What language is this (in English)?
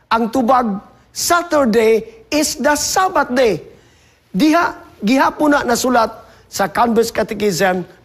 Cebuano